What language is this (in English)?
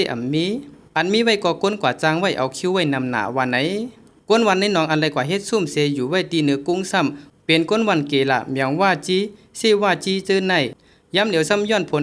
Shan